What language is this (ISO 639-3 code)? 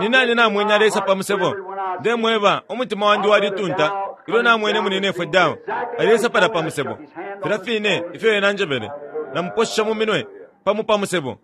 bem